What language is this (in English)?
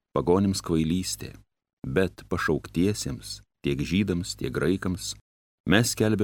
Lithuanian